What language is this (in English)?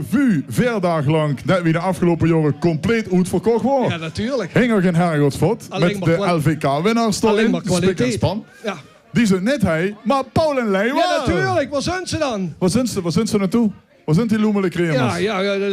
Limburgish